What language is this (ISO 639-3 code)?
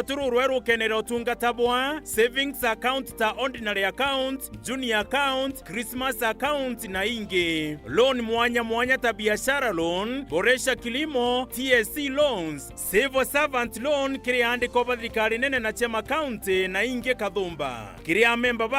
mer